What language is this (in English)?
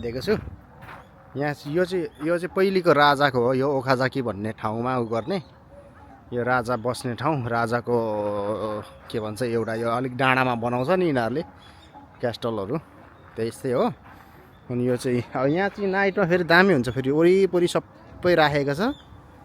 Nepali